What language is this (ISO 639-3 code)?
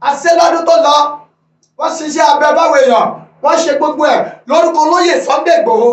yor